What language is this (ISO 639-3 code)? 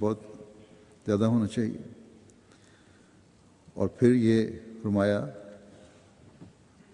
urd